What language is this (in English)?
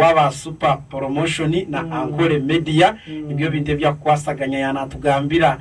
Nyankole